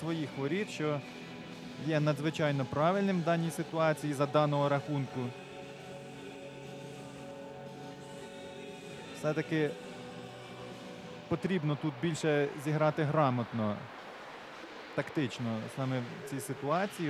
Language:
Ukrainian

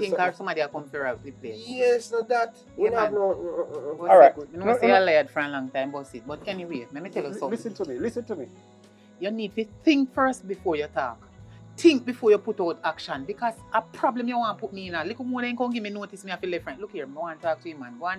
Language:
Jamaican Creole English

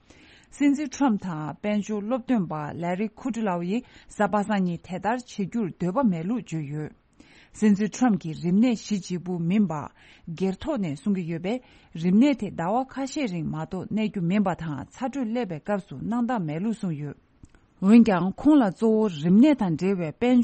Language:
Tibetan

